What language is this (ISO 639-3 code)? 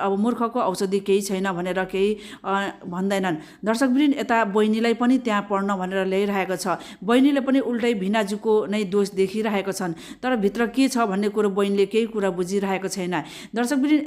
nep